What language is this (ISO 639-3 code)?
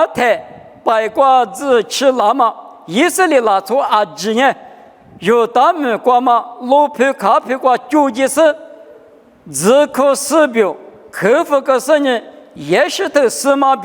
lis